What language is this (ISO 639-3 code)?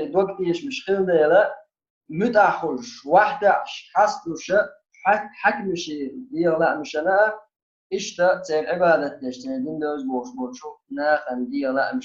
che